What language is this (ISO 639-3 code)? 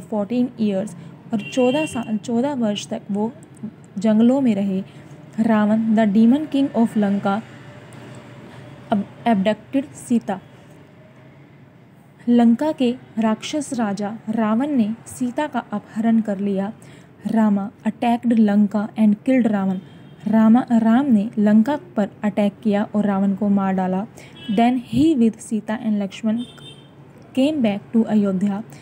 hin